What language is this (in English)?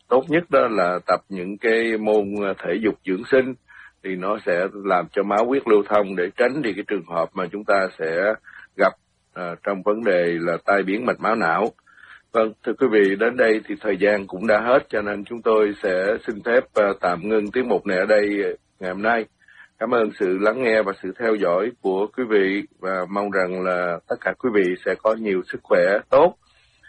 Vietnamese